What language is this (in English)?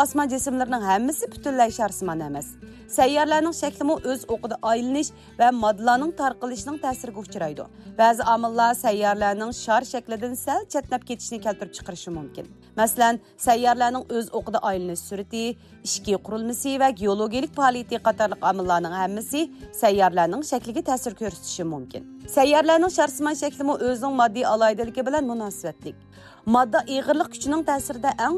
Uyghur